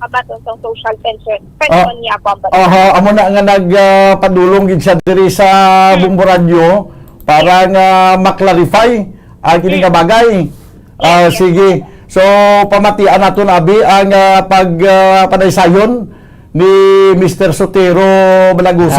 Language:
Hiligaynon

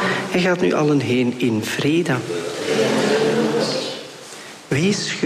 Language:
Dutch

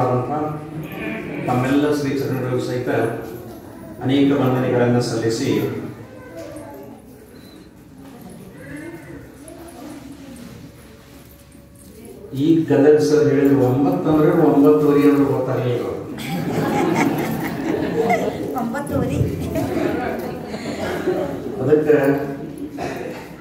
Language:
Kannada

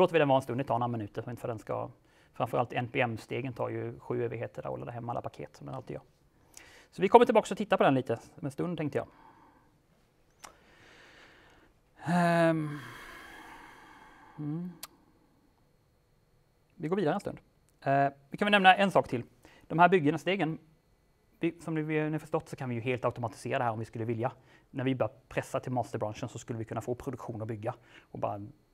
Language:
Swedish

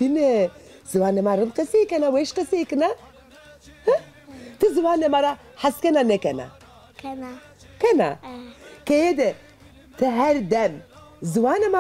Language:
Zaza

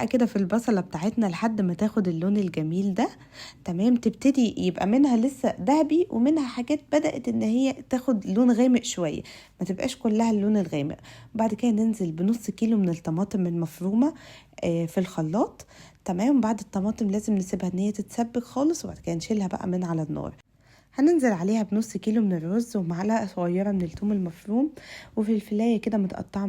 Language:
Egyptian Arabic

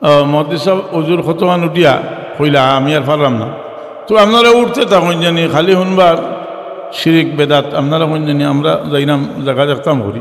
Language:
Sylheti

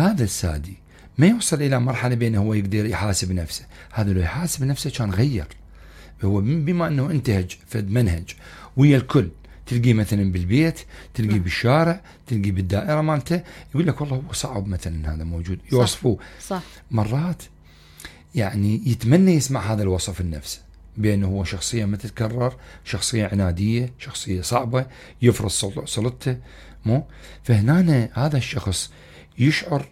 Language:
Mesopotamian Arabic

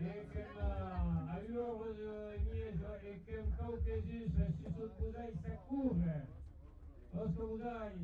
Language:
Occitan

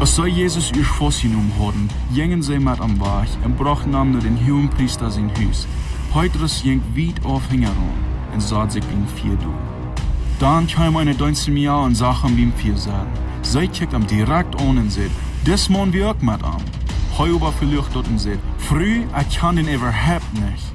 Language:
Plautdietsch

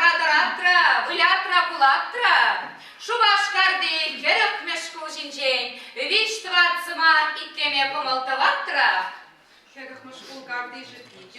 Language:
Chuvash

